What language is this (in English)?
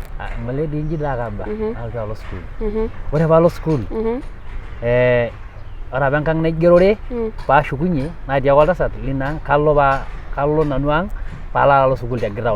Masai